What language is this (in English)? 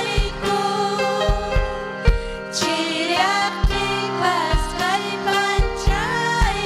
Ayacucho Quechua